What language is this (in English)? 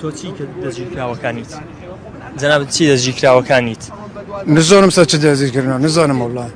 Central Kurdish